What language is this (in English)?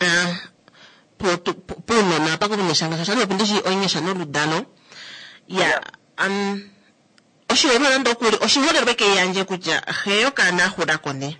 Kuanyama